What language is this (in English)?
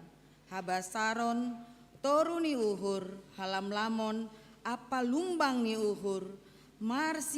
Batak Simalungun